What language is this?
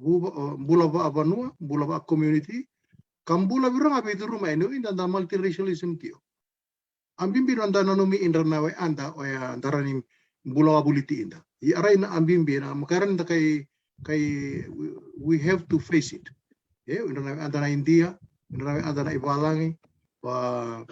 Fijian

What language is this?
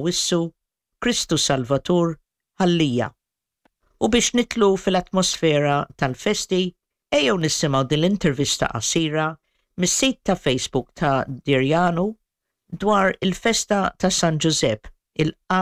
Maltese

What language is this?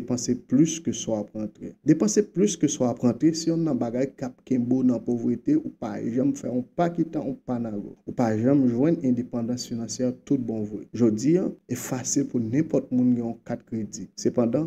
Haitian Creole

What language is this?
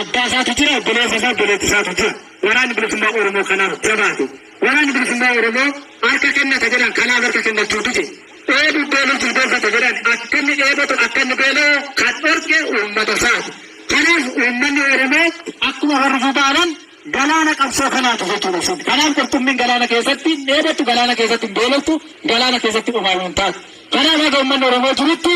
Oromo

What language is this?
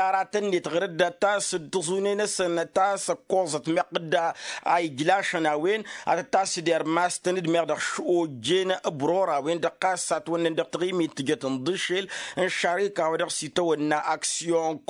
Tamasheq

